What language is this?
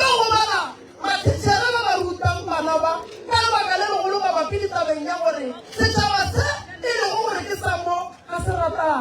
Northern Sotho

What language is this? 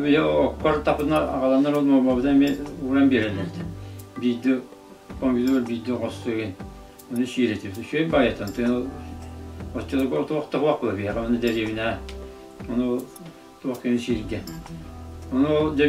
Yakut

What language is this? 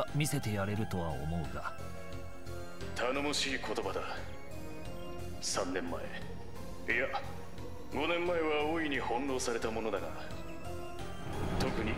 Japanese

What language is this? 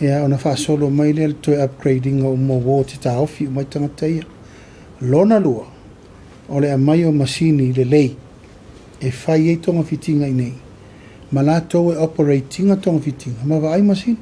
Samoan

